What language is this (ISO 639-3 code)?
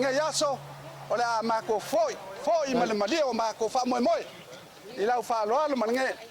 smo